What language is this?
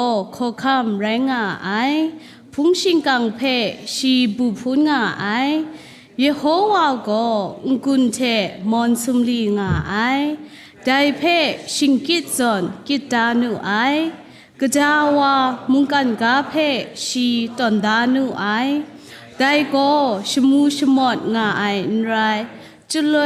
Kachin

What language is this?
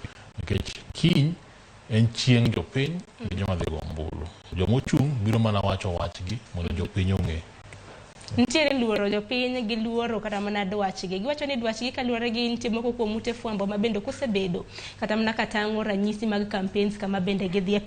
Luo (Kenya and Tanzania)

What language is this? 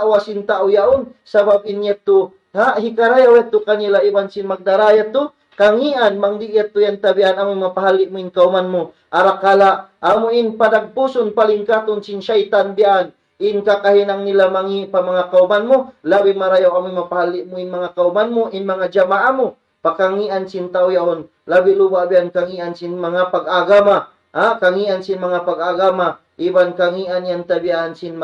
Tausug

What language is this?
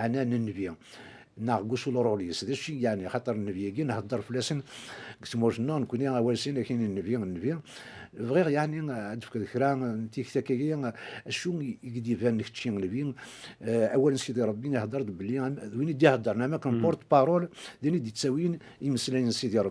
Kabyle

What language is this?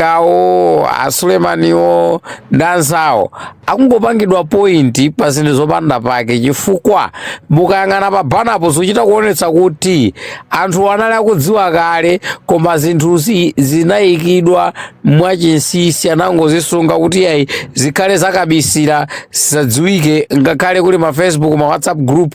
Nyanja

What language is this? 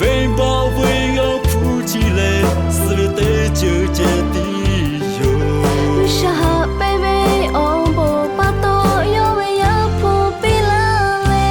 Lahu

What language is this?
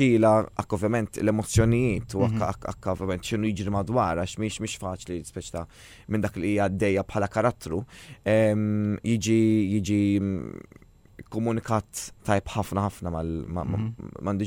Maltese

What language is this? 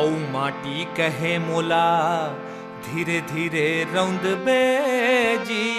Chhattisgarhi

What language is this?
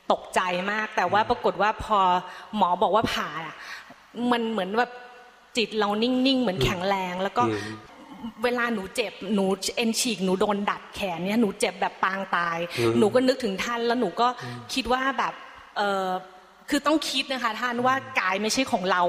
Thai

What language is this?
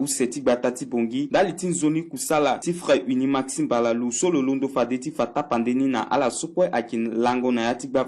Sango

